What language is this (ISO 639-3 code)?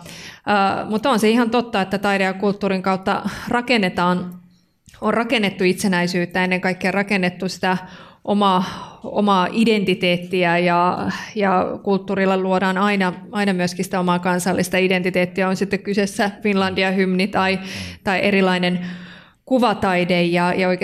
fin